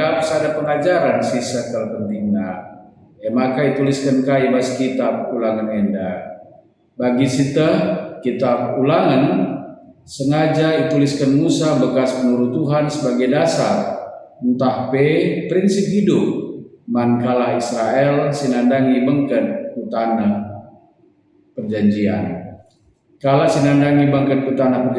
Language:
Batak Karo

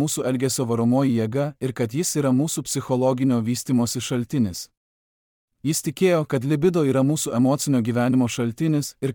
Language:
Lithuanian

